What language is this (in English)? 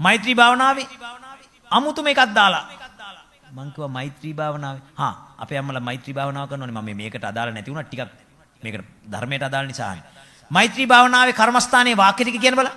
Sinhala